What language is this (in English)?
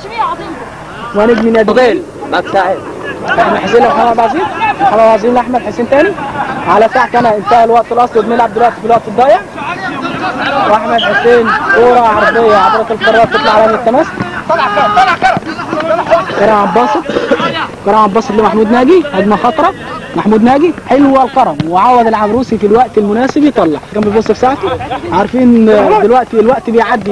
Egyptian Arabic